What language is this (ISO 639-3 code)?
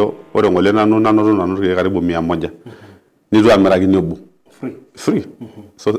mas